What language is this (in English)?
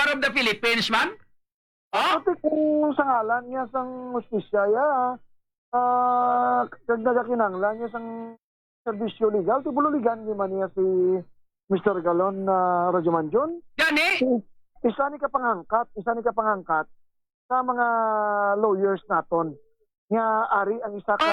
Hiligaynon